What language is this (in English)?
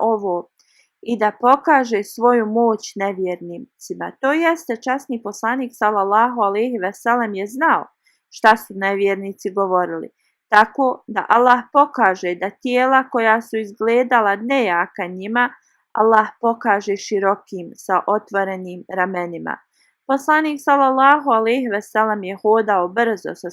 Bosnian